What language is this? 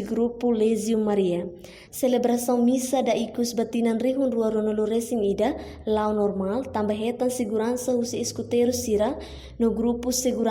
Tetum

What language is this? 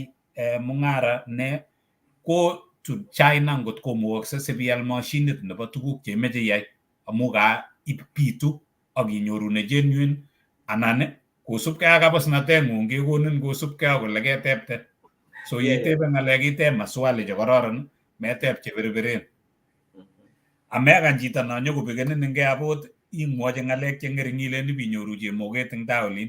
Kalenjin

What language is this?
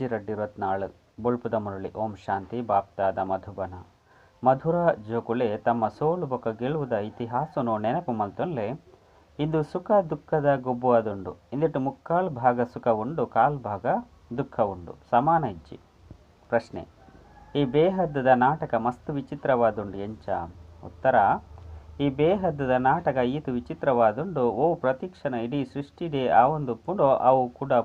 Tulu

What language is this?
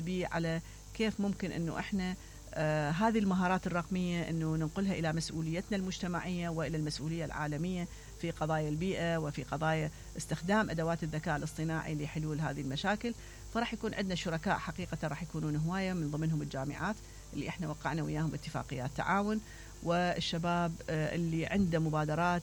Mesopotamian Arabic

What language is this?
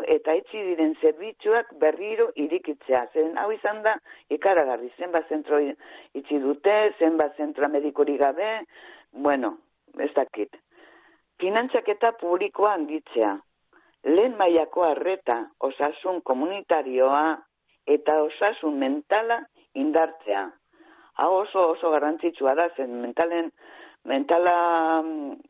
Basque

